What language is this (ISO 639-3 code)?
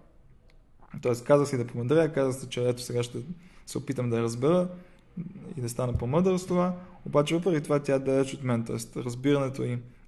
bul